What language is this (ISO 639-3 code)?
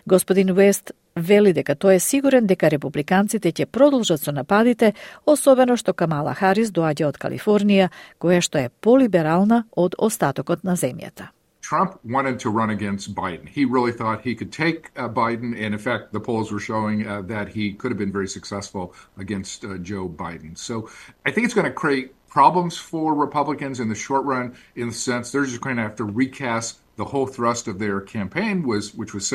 mkd